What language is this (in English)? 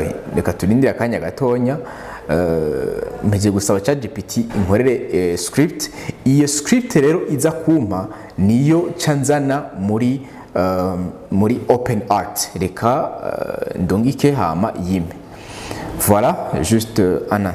Rundi